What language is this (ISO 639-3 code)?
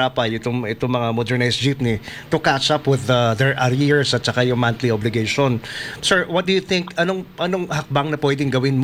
fil